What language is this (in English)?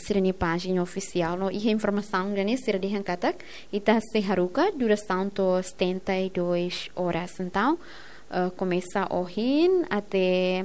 Tetum